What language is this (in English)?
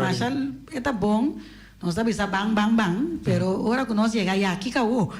Papiamento